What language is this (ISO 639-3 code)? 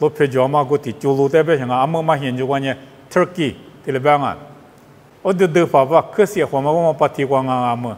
lis